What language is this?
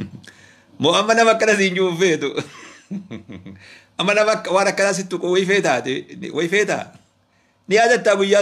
Oromo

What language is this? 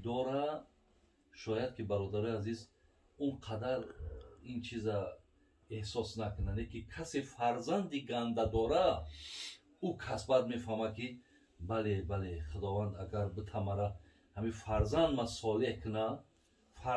Tajik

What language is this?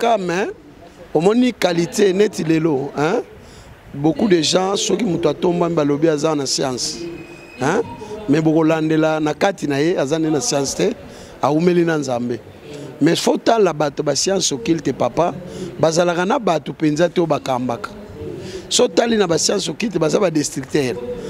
Lingala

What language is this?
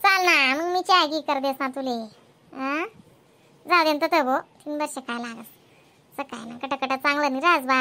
Khandesi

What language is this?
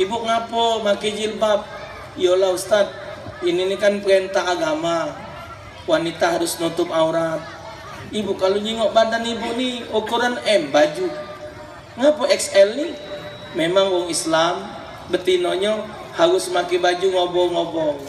Musi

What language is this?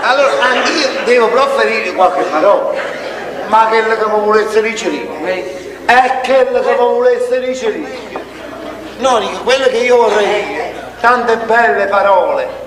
Neapolitan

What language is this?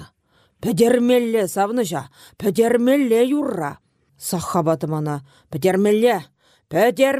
Chuvash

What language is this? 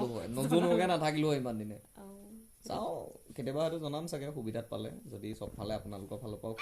Assamese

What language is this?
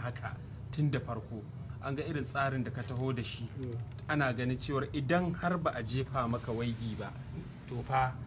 Hausa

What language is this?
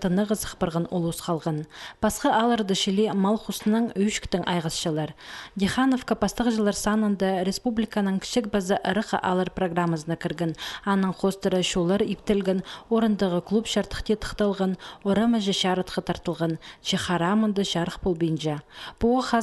Khakas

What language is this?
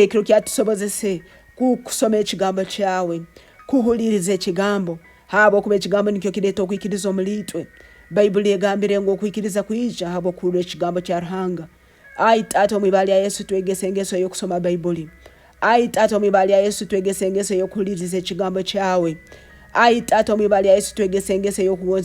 Nyoro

